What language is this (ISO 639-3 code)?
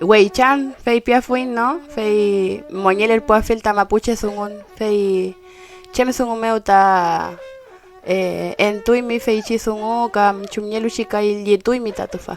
arn